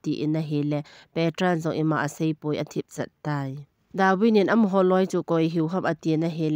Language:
Thado Chin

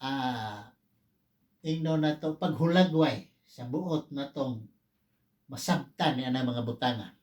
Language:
Cebuano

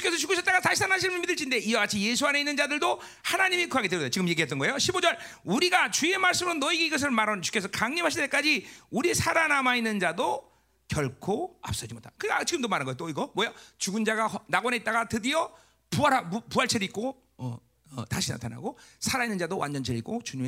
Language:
Korean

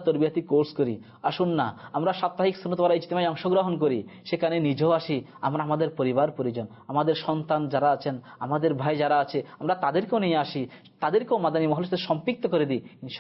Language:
Bangla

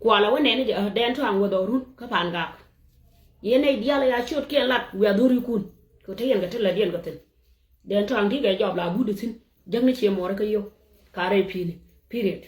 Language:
Nuer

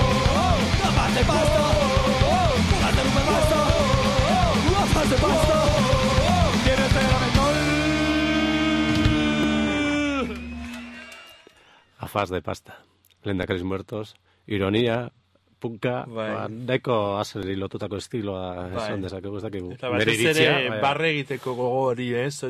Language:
Basque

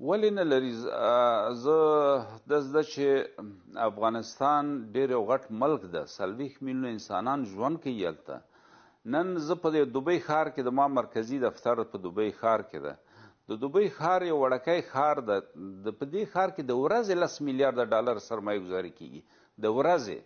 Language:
Pashto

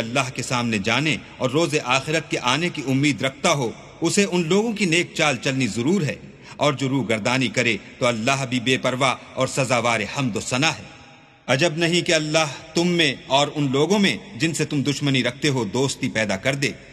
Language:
Urdu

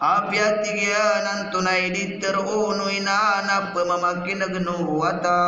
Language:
Maranao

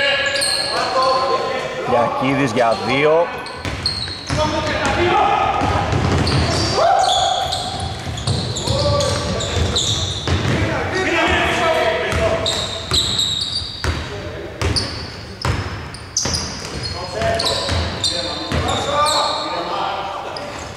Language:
Greek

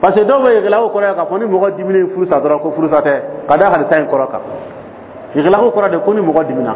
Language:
Dyula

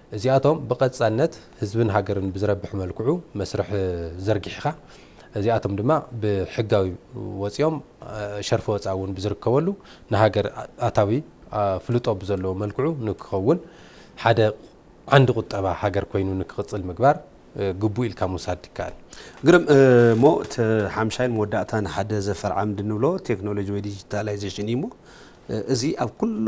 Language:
Tigrinya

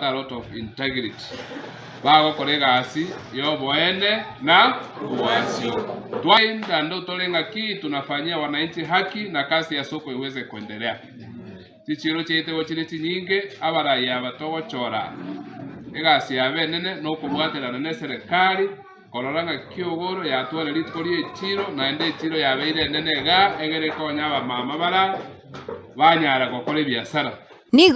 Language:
Gusii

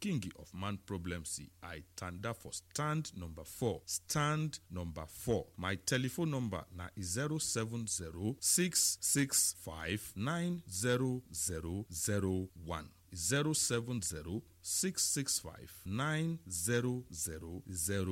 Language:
Nigerian Pidgin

